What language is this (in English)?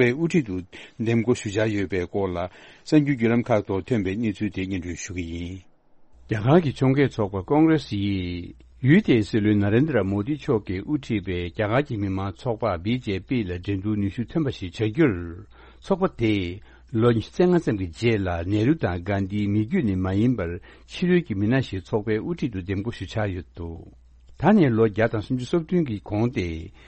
Tibetan